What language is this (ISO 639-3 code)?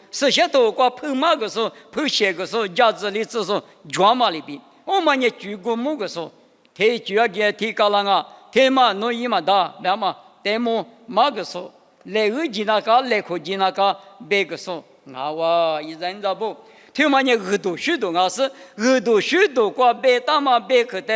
lis